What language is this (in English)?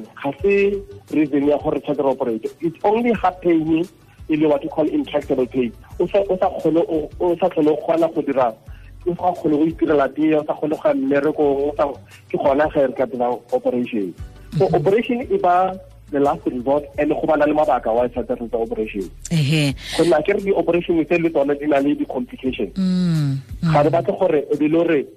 Tswana